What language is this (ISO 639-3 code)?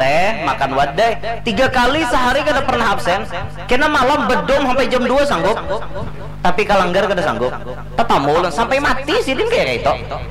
bjn